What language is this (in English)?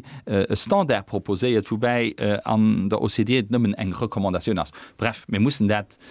Luxembourgish